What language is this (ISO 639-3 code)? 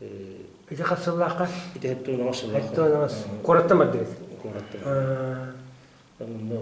sah